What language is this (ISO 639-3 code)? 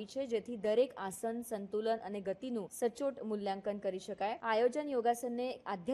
guj